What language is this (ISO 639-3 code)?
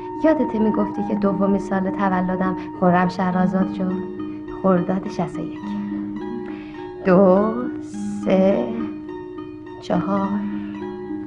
fas